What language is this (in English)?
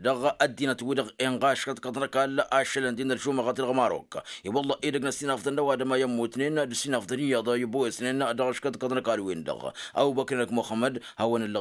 Tamasheq